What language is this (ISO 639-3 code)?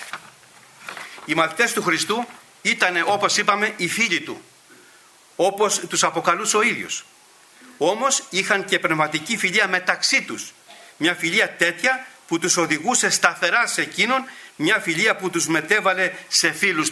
ell